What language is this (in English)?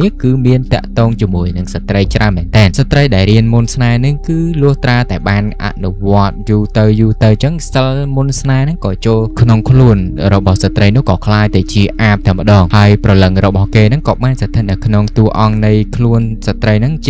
Khmer